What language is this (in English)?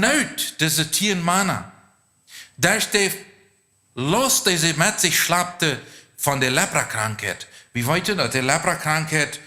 Plautdietsch